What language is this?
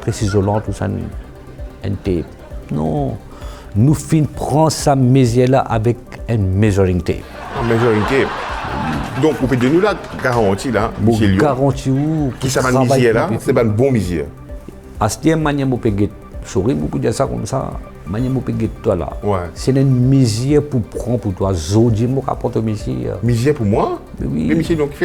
Morisyen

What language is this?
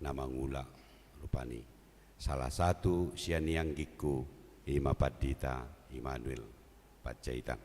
Batak Toba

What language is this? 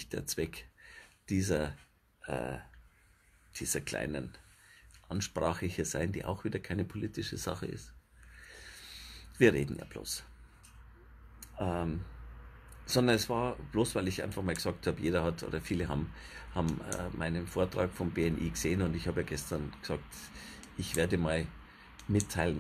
German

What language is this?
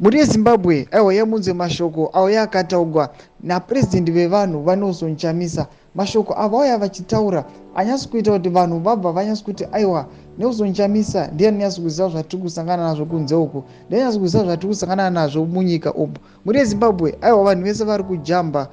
Shona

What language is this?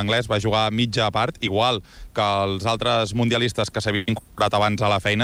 Catalan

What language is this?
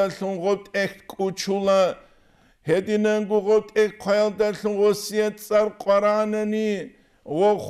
Avaric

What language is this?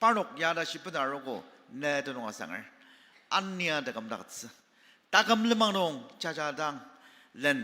Ao Naga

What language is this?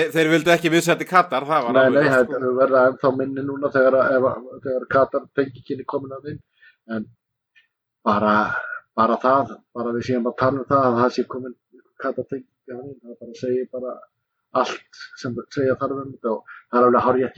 Icelandic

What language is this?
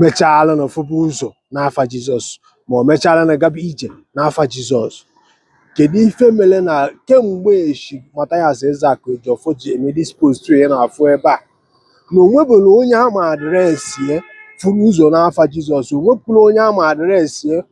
Igbo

